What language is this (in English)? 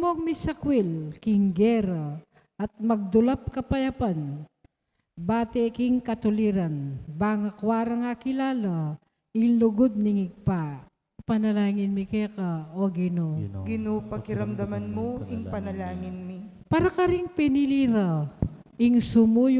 Pampanga